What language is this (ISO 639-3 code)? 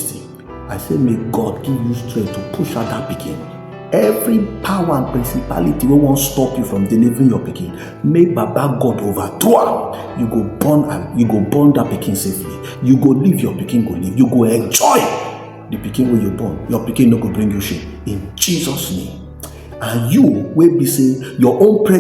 pcm